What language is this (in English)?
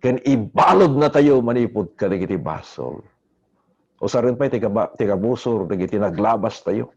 Iloko